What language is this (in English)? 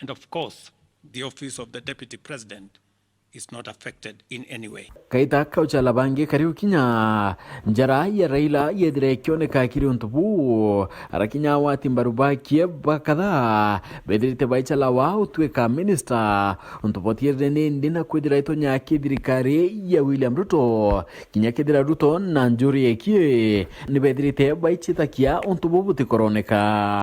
Meru